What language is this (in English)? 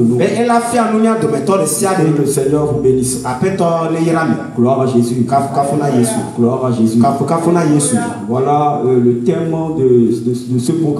French